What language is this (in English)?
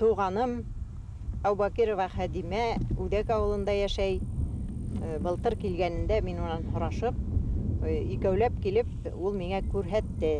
Bashkir